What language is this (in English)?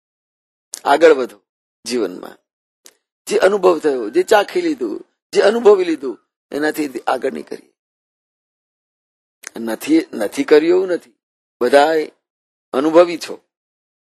Gujarati